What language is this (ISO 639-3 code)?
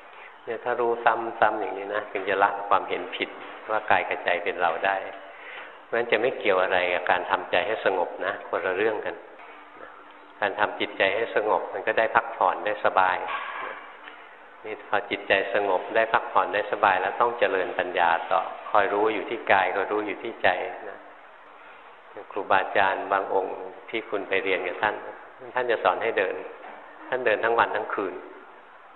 tha